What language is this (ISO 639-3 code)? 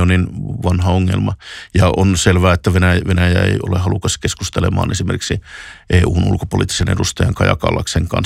fin